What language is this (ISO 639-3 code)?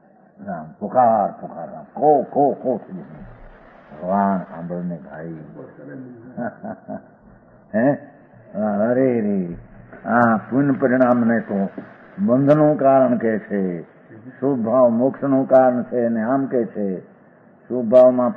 guj